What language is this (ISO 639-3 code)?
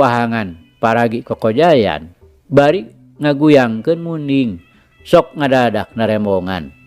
sun